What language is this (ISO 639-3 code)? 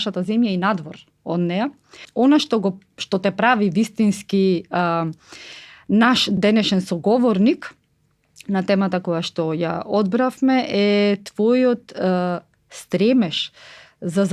mkd